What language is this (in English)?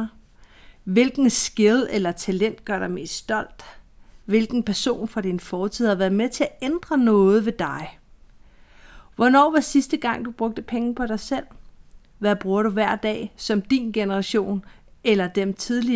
Danish